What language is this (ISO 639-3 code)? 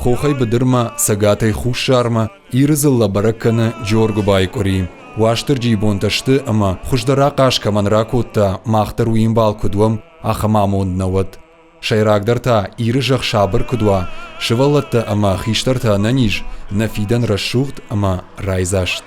oss